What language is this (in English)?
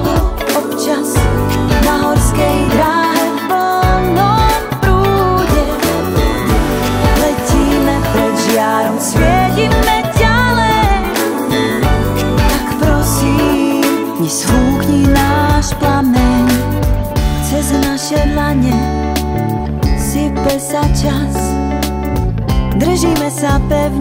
Slovak